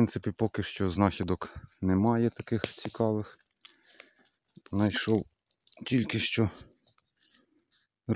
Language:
Ukrainian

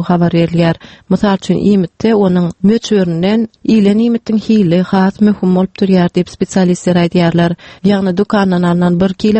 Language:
Turkmen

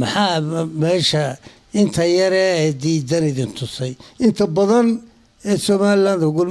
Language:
Somali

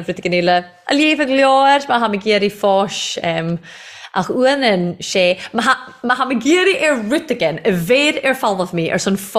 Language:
Irish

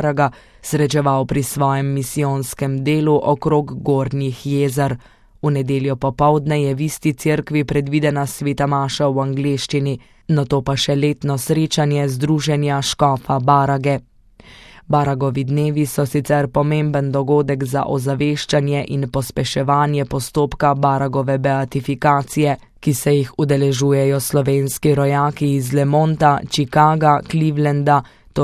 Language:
Slovenian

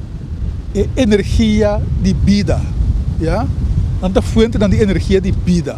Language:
Papiamento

